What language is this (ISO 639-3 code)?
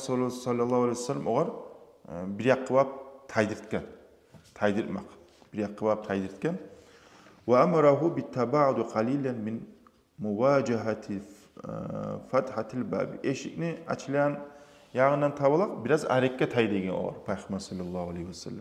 kum